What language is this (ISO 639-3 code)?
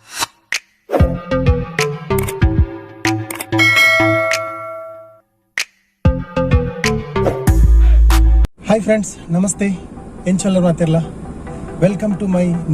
tcy